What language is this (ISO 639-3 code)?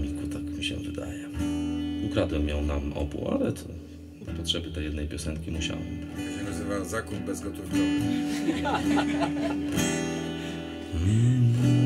pol